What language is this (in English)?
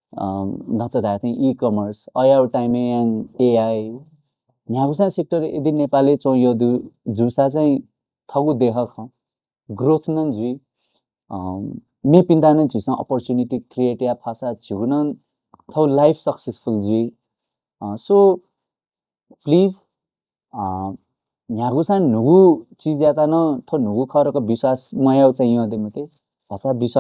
Newari